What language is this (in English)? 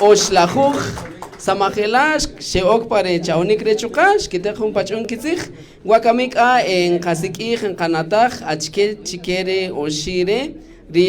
Kaqchikel